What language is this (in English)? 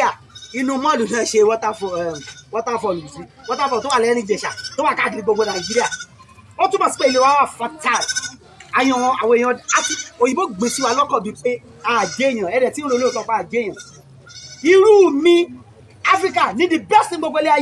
Yoruba